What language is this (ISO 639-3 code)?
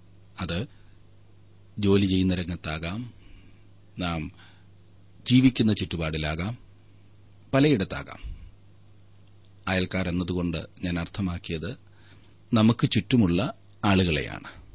mal